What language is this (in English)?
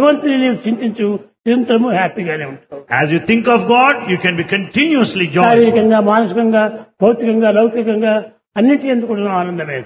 Telugu